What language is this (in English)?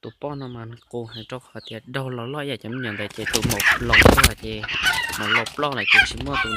Hmong